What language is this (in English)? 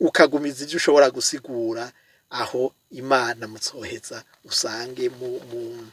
Rundi